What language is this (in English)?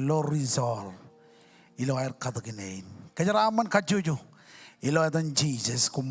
Marshallese